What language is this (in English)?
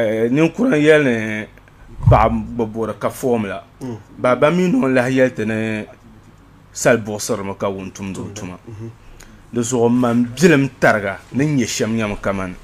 Dagbani